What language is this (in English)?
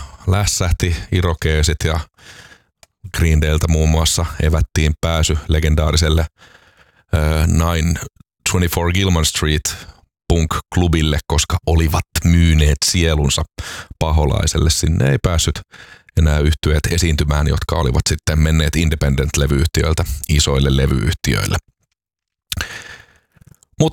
Finnish